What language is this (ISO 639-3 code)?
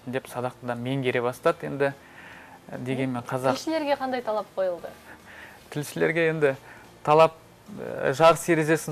kaz